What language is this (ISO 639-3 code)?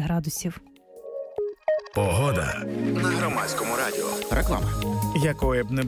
ukr